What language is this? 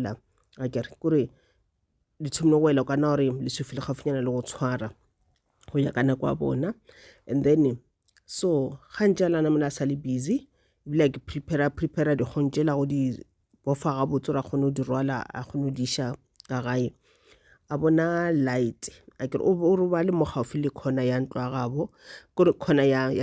Northern Sotho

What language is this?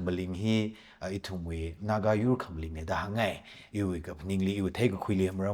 Tangkhul Naga (India)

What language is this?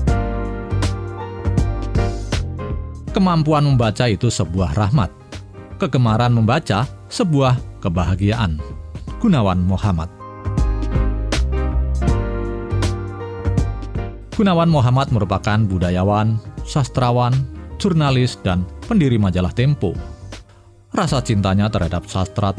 Indonesian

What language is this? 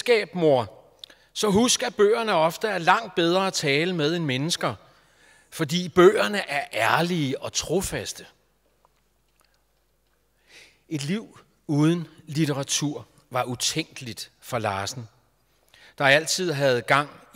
Danish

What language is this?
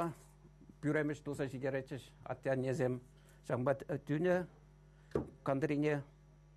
Chuvash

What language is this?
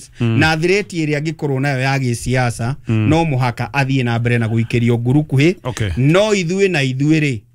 Kikuyu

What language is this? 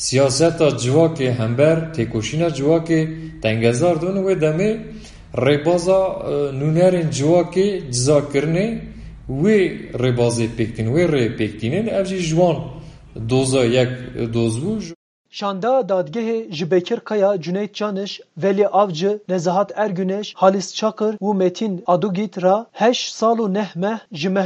Kurdish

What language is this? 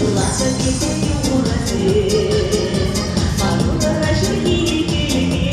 Chuvash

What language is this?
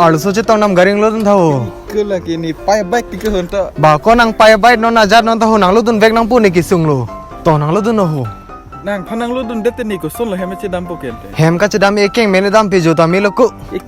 Karbi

